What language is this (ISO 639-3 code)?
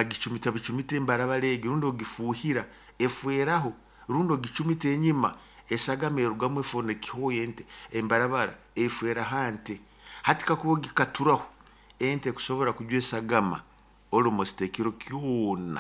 nyo